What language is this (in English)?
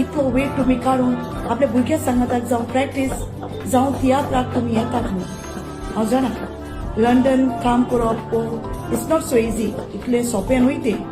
Konkani